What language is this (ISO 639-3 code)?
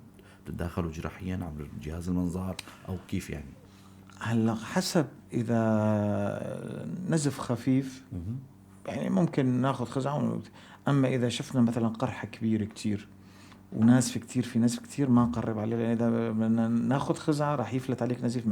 apc